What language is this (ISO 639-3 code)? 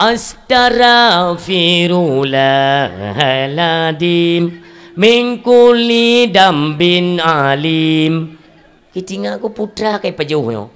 ace